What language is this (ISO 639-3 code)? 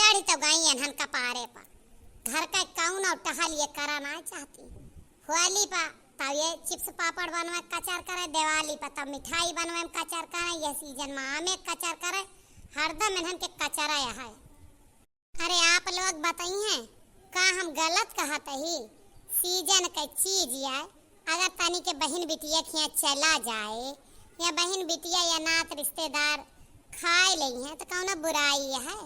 awa